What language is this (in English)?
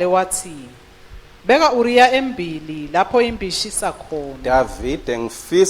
Swati